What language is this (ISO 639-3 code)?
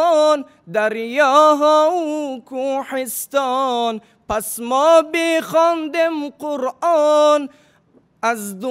tgk